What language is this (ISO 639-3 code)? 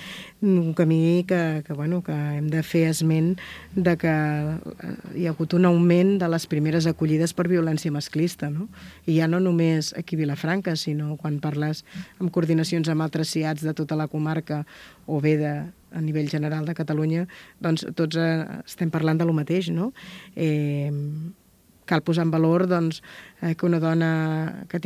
cat